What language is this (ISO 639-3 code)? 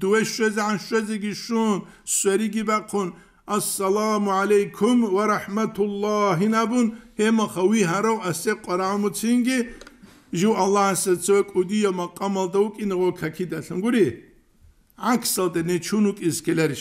ava